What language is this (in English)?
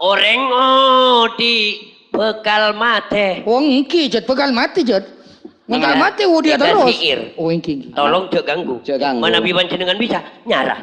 Madurese